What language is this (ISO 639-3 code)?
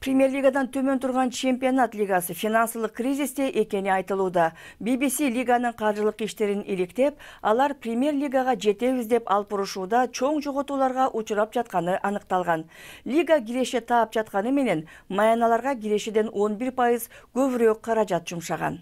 kir